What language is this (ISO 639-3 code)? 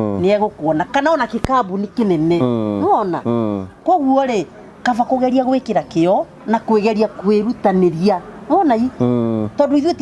kik